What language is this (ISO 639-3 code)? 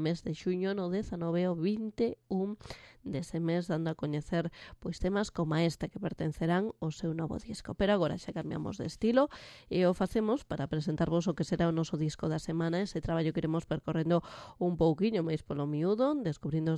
glg